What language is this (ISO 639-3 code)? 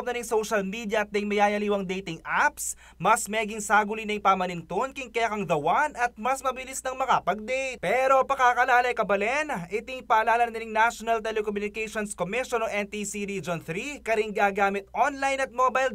pam